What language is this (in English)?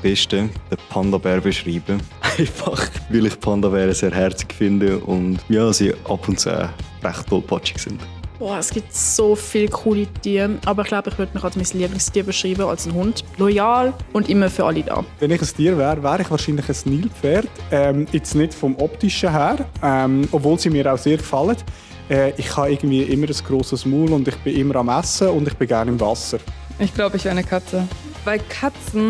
Swiss German